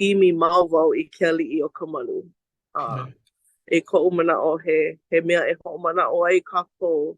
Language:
Hawaiian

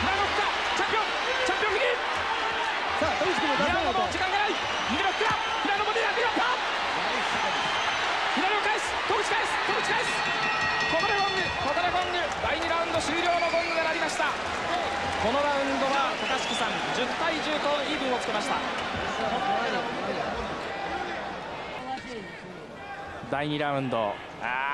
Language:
Japanese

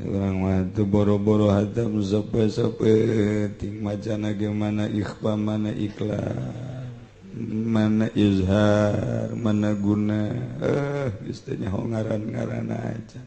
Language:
Sundanese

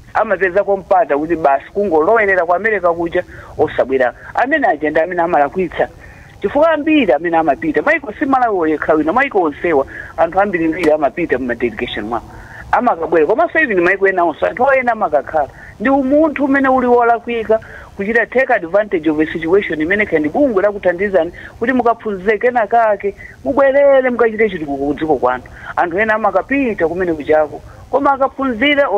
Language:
Nyanja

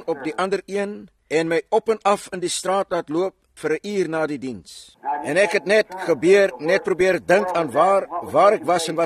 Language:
Afrikaans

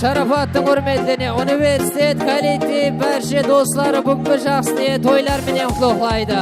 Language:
Kara-Kalpak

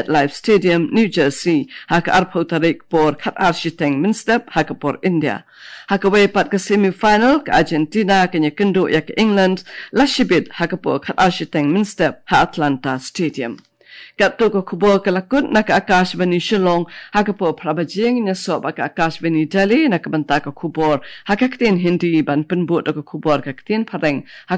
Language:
Khasi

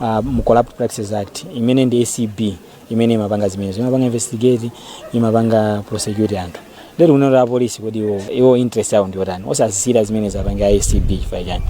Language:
Nyanja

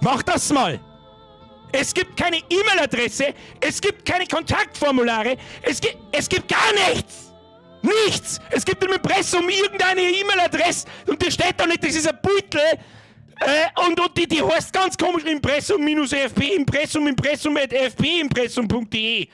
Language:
Bavarian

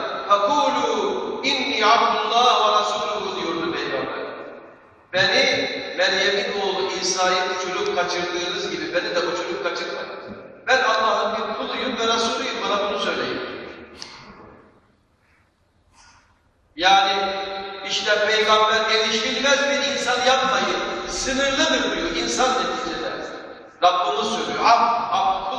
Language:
Turkish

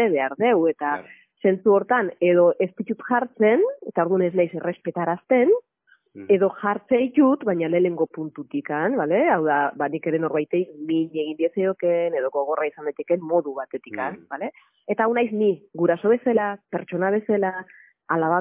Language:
Basque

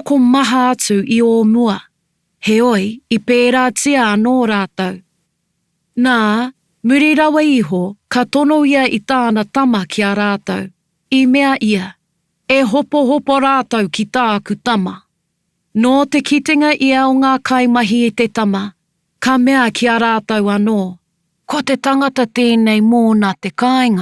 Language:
Māori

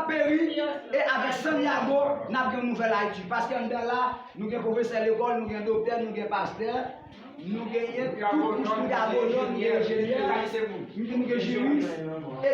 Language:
Haitian Creole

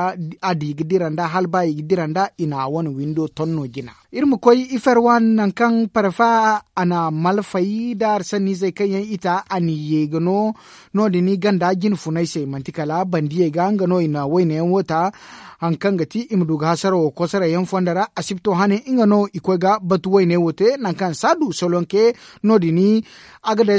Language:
Zarma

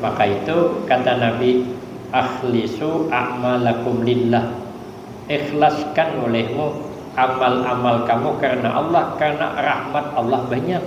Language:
Banjar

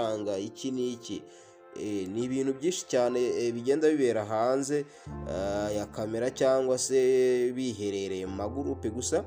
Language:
Kinyarwanda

